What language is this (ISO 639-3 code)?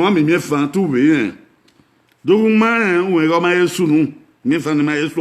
bin